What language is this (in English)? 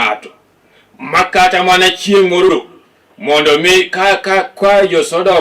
Luo (Kenya and Tanzania)